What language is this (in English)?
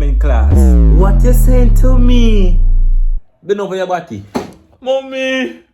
Jamaican Creole English